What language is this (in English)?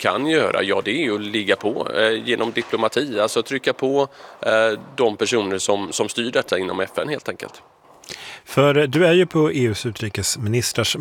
Swedish